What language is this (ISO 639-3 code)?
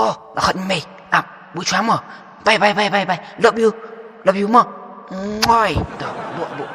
kha